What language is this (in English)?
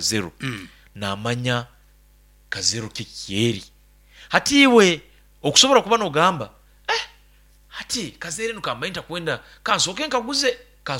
Nyoro